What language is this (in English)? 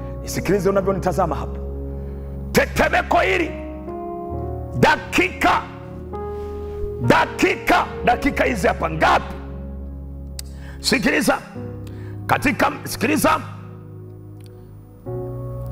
Swahili